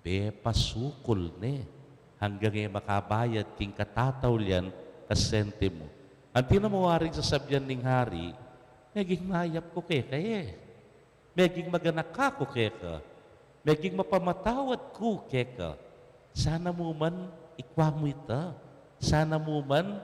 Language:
Pampanga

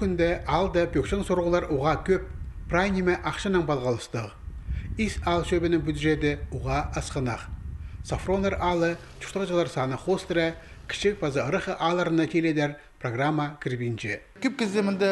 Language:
Khakas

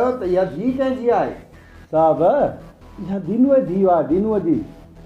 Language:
Sindhi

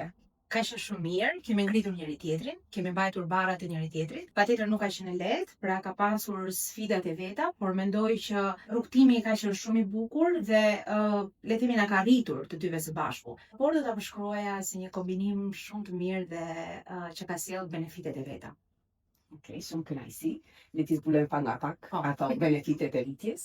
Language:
Albanian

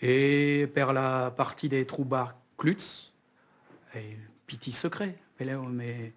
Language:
Occitan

